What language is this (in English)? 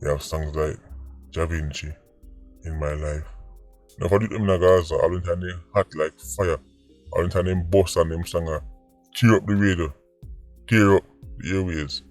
Jamaican Creole English